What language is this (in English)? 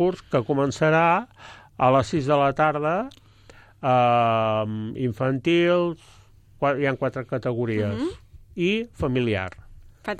Catalan